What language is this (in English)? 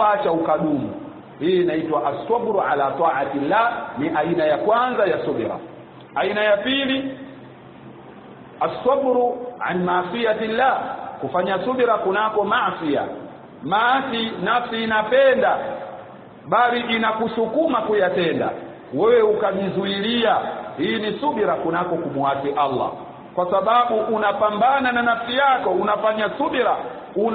Swahili